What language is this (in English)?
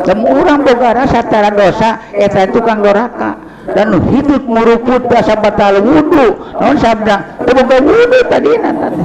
Sundanese